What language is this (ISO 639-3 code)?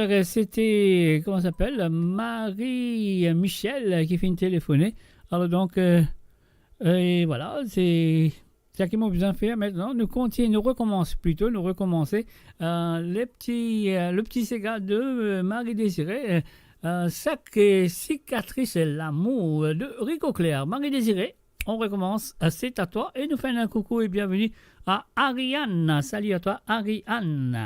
mfe